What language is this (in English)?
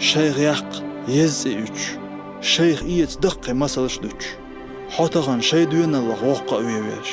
Chechen